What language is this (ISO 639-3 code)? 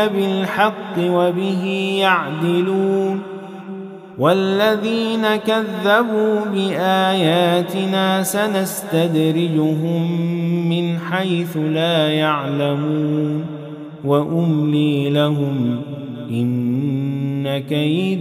ara